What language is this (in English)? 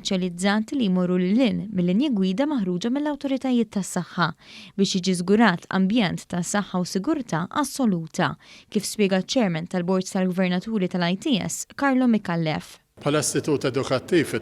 Maltese